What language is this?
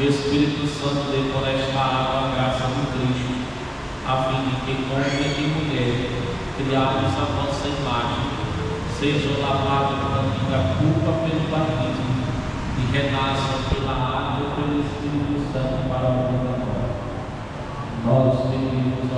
Portuguese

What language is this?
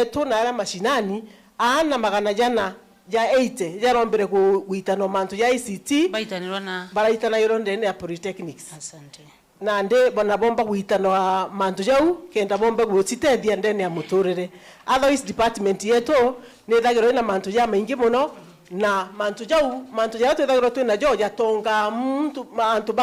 Meru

